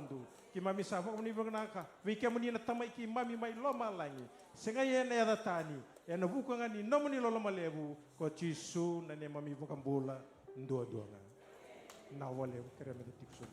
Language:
Fijian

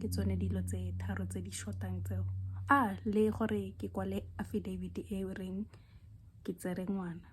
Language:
Tswana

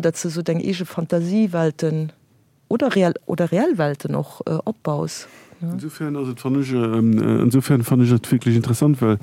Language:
Luxembourgish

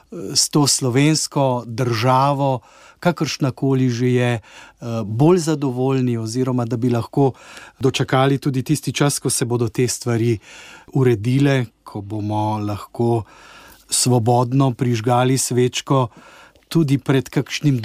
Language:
Slovenian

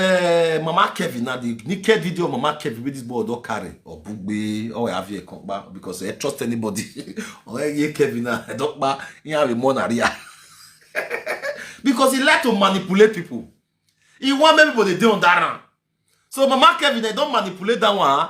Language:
Nigerian Pidgin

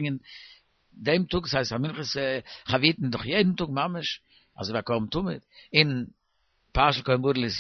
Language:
Yiddish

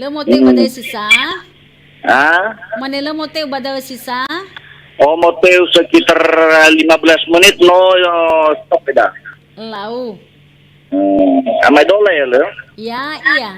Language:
Nias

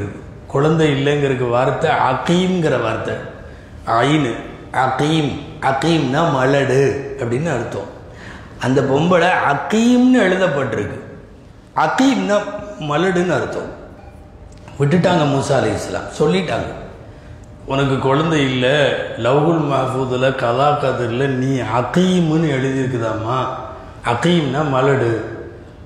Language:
Tamil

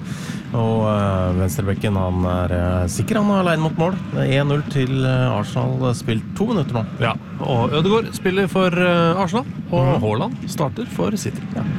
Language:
Norwegian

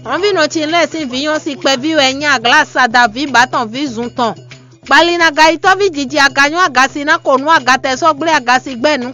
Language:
Fon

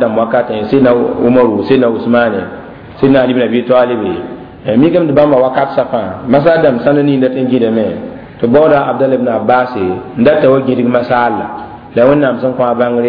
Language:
Mossi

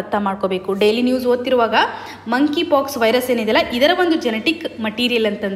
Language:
Kannada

